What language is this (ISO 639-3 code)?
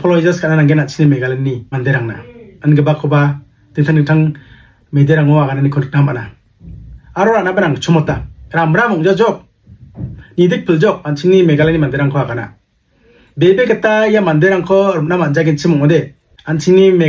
grt